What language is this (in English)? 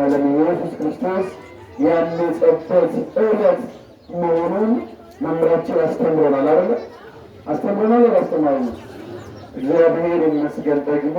Amharic